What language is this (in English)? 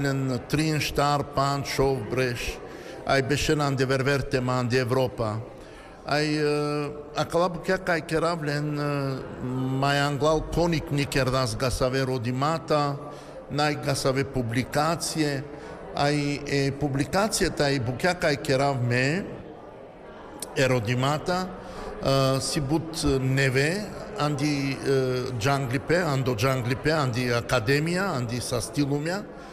Serbian